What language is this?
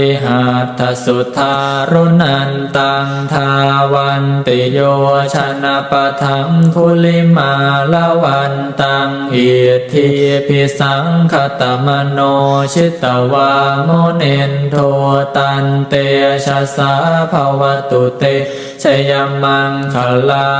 Pali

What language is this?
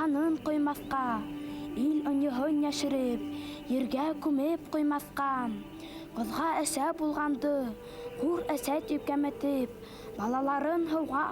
Bashkir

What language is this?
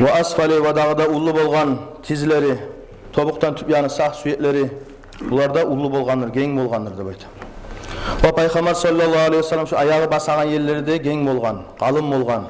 Kumyk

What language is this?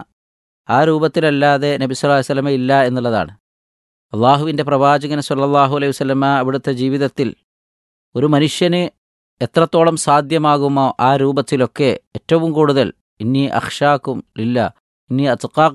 Malayalam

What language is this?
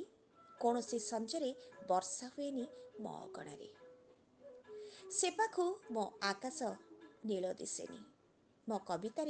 Odia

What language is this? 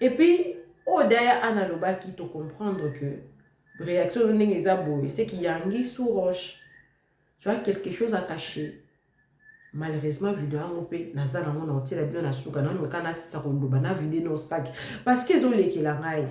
Lingala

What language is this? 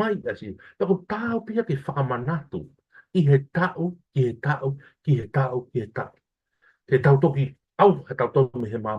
Tongan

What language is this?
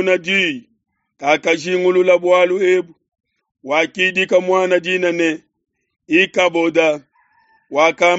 Luba-Lulua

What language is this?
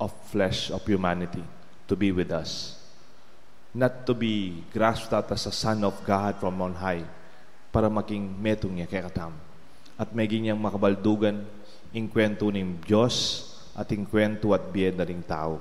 Pampanga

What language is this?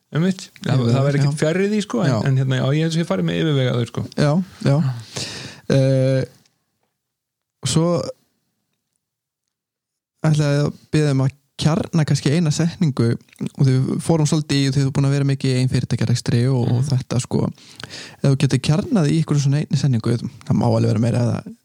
Icelandic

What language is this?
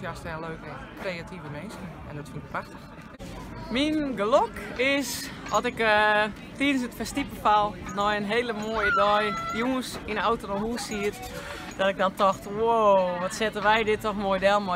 Western Frisian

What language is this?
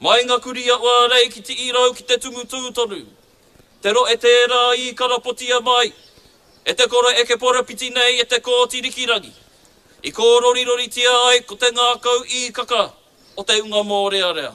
Māori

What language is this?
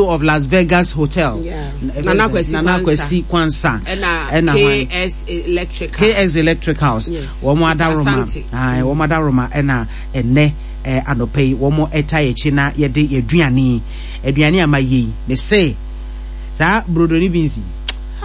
Akan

